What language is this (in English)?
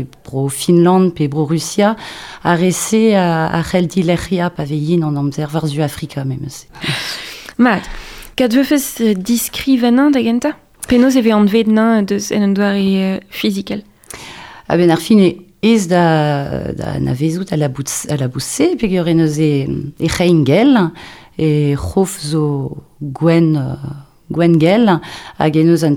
Breton